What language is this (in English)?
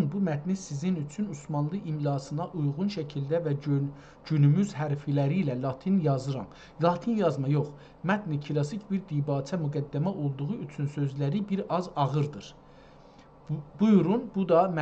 South Azerbaijani